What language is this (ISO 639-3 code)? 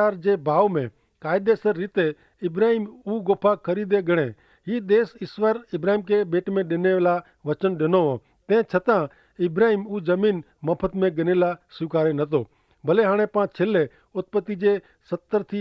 kfr